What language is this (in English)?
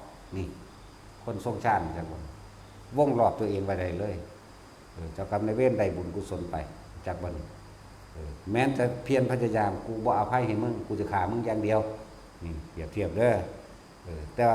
Northeastern Thai